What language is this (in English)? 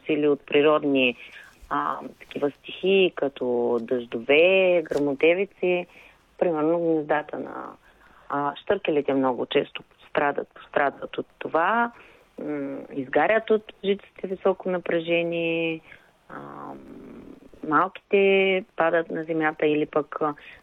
Bulgarian